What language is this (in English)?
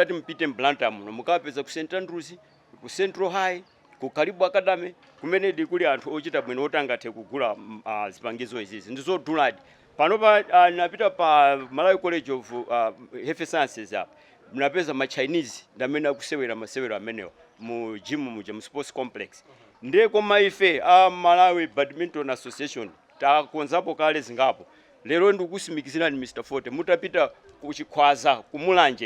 Nyanja